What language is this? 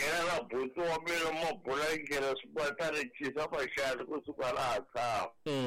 Tsonga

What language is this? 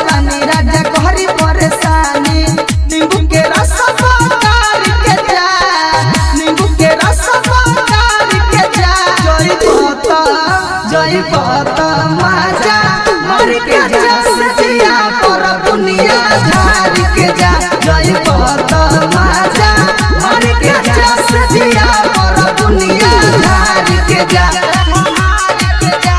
Bhojpuri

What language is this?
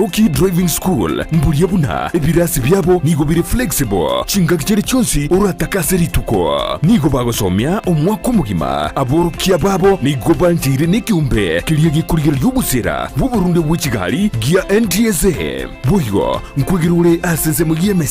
Gusii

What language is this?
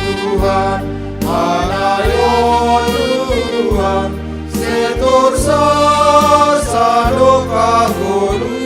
Batak Simalungun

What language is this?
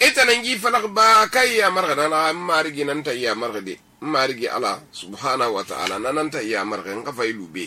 Susu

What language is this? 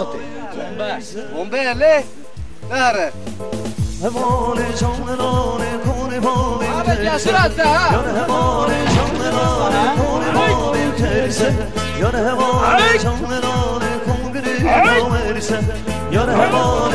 Kurdish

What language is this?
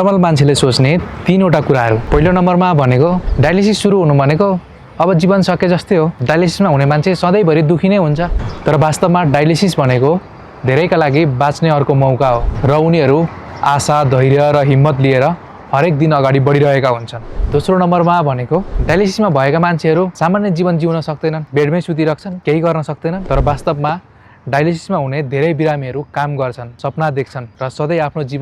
Nepali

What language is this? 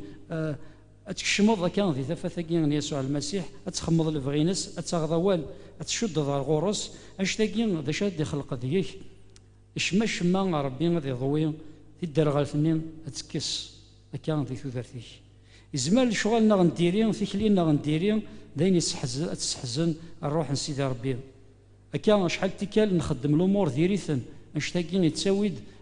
Kabyle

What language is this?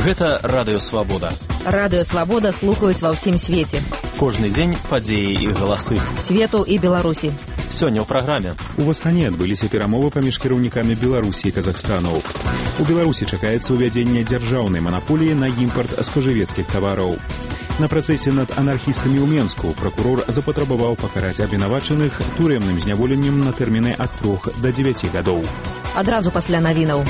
Belarusian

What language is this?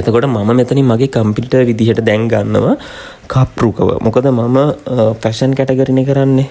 Sinhala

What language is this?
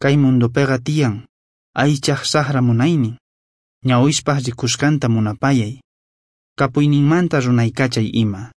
South Bolivian Quechua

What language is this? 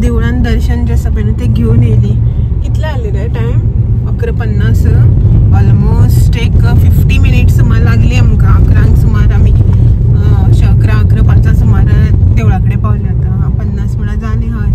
Konkani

